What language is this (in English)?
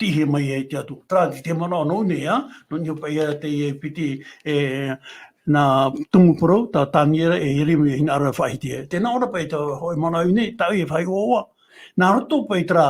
Tahitian